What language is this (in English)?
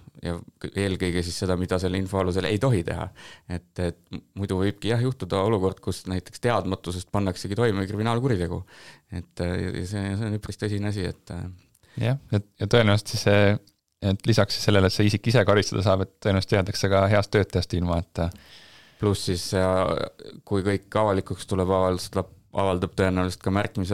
Estonian